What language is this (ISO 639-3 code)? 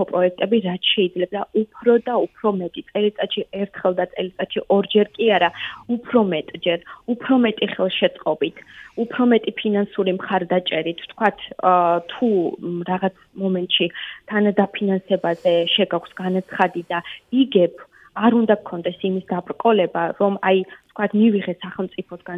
kat